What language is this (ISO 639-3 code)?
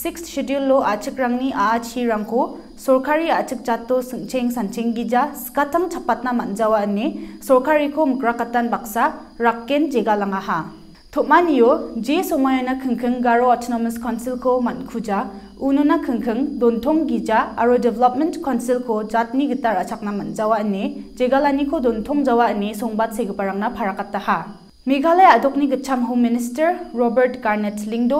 grt